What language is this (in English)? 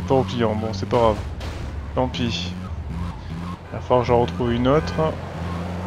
French